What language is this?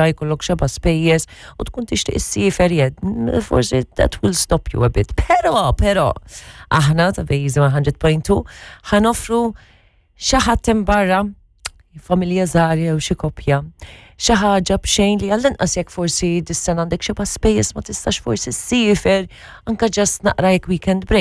Maltese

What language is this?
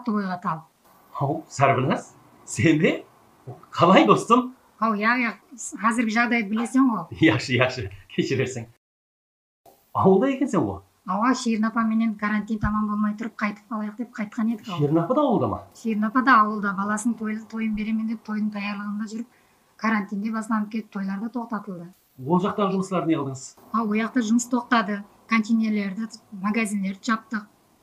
Kazakh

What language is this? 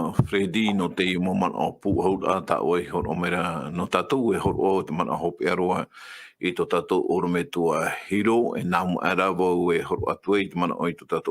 Tahitian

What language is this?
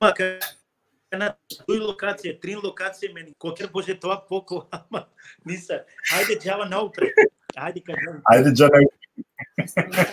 Balkan Romani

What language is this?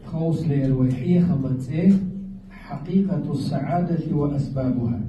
Chechen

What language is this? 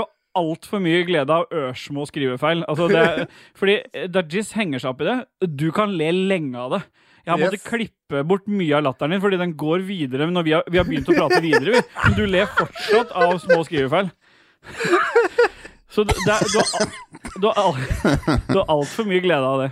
Norwegian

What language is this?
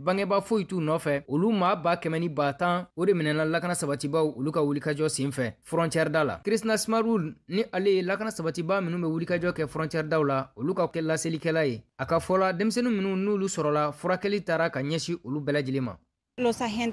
Bambara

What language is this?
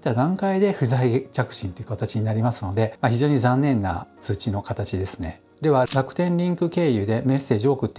Japanese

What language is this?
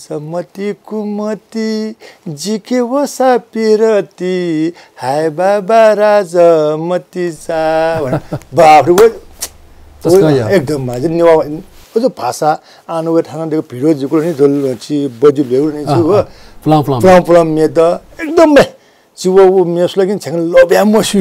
Newari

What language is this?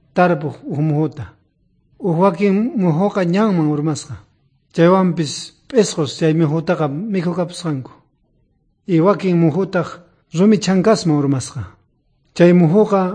South Bolivian Quechua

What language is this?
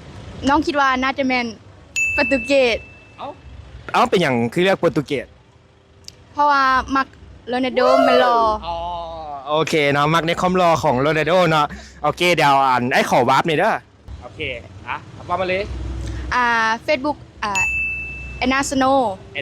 Lao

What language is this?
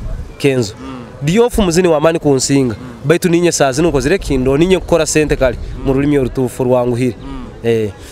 Nyoro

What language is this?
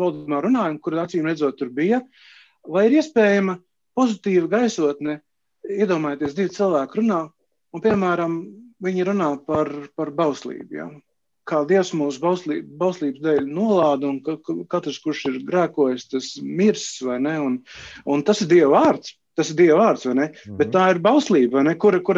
Latvian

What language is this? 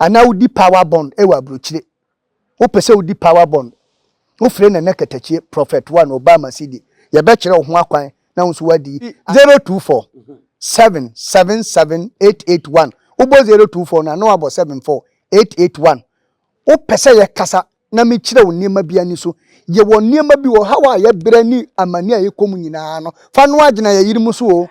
Akan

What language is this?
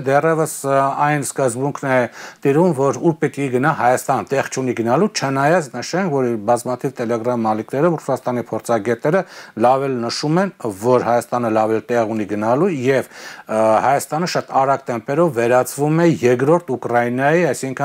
Armenian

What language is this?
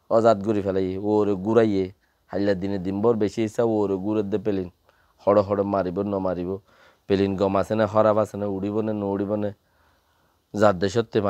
Rohingya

